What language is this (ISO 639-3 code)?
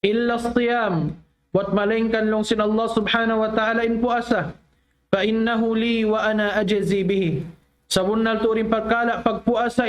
tsg